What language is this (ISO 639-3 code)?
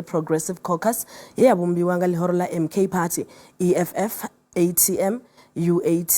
ven